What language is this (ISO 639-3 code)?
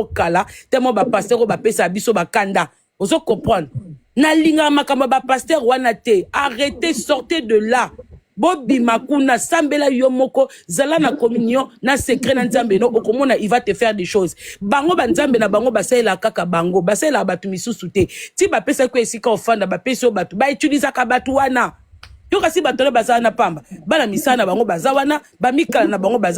lin